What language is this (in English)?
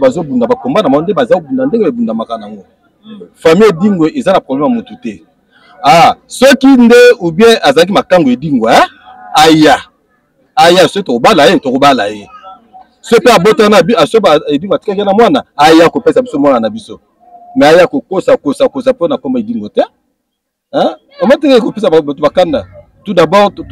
Lingala